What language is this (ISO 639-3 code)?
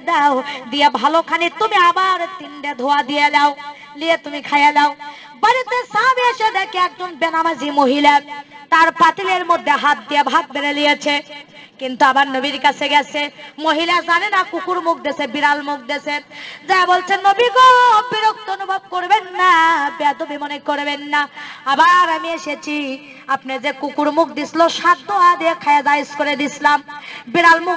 ben